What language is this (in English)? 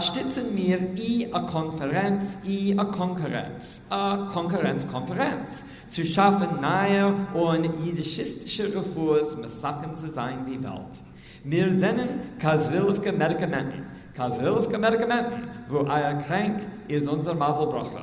Yiddish